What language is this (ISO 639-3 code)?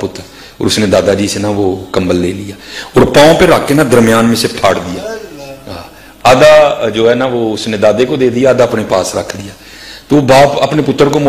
urd